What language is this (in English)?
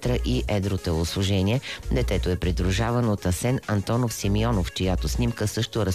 Bulgarian